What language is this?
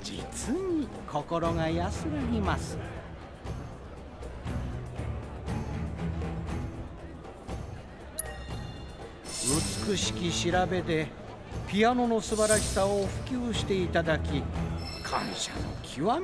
Japanese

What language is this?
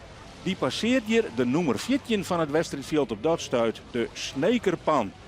Western Frisian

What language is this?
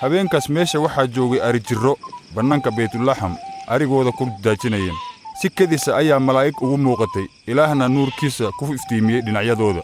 Somali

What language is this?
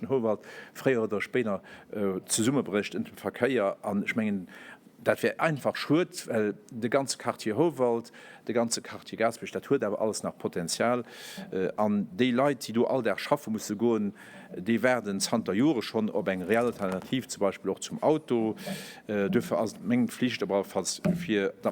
Luxembourgish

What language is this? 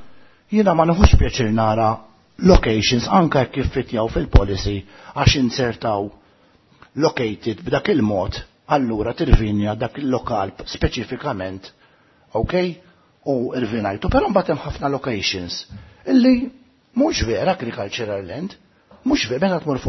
Maltese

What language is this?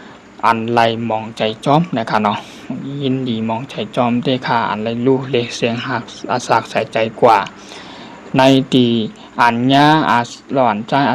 Shan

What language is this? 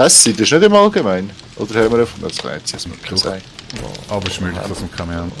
Swiss German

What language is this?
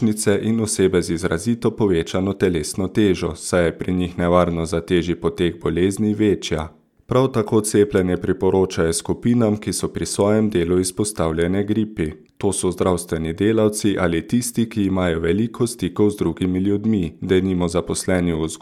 Slovenian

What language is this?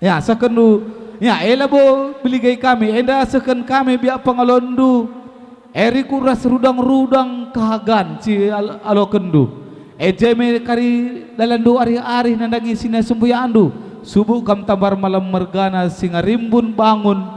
Batak Karo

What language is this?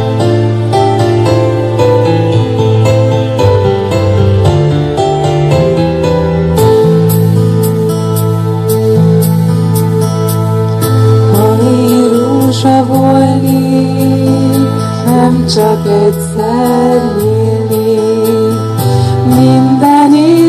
Hungarian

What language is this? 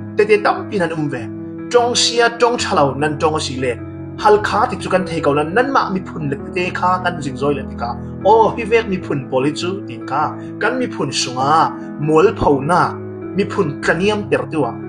Falam Chin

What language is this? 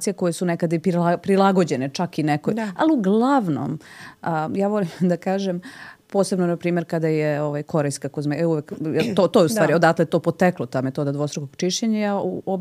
Serbian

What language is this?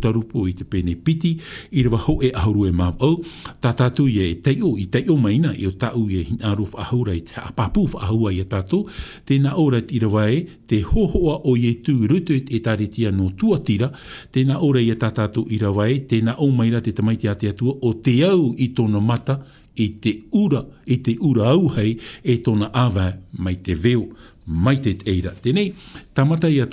Tahitian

